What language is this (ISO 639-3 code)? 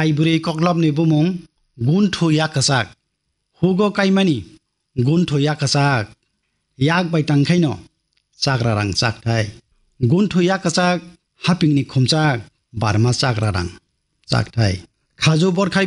trp